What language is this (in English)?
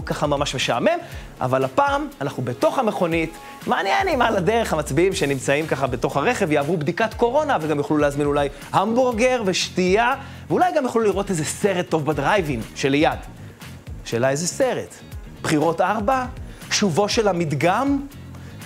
Hebrew